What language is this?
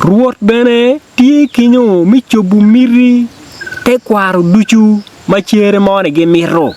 Acoli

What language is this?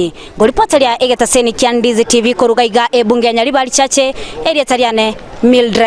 Gusii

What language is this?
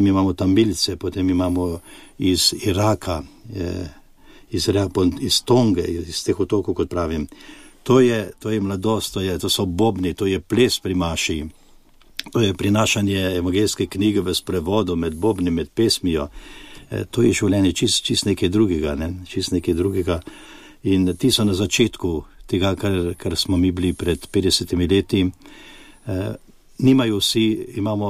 Slovenian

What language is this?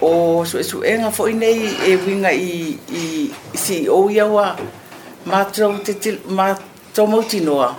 Samoan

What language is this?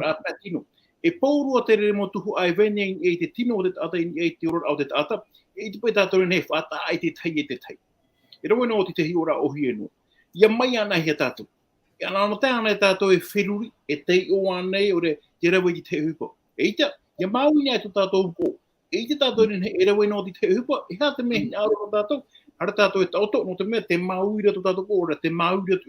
Tahitian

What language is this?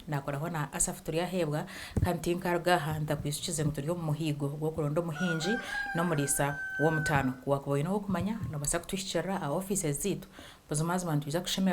Nyankole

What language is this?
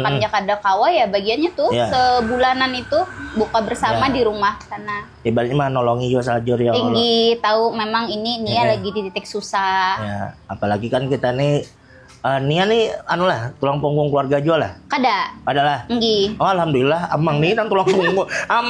Banjar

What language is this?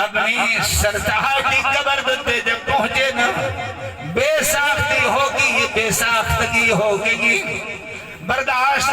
Saraiki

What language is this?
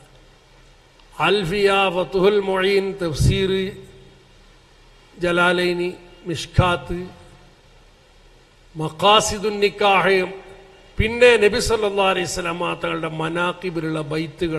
Malayalam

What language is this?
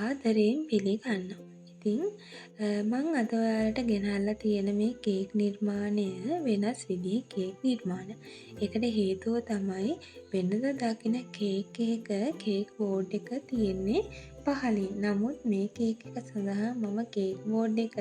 Sinhala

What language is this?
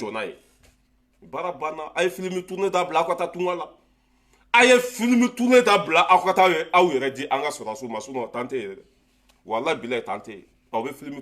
Bambara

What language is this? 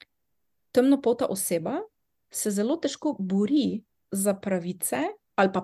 Slovenian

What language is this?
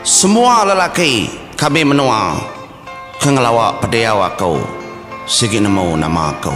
Iban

